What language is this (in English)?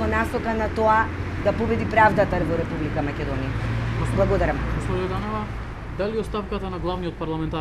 Macedonian